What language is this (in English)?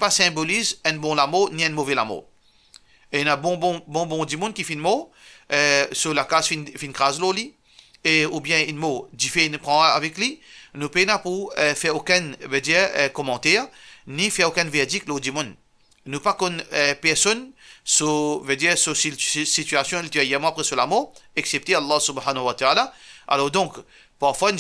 Morisyen